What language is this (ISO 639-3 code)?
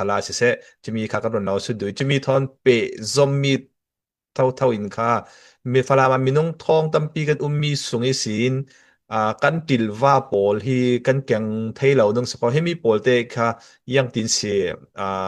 cfm